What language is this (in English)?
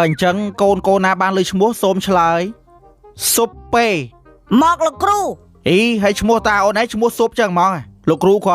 Khmer